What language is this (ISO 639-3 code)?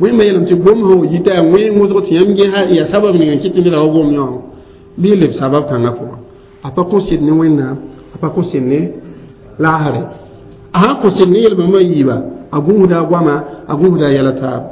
mos